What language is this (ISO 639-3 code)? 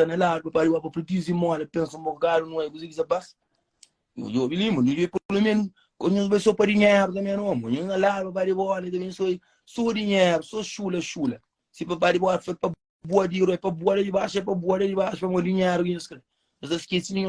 kea